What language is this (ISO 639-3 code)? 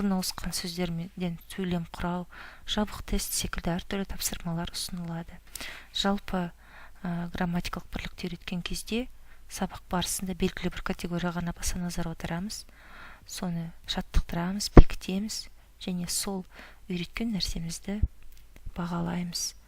kaz